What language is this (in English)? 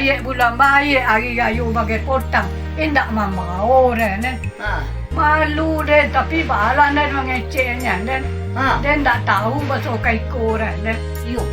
Minangkabau